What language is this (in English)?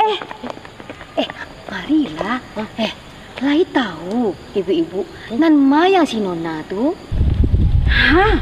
Minangkabau